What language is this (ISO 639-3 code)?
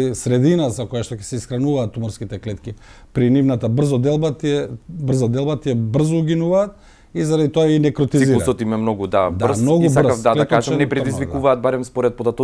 mkd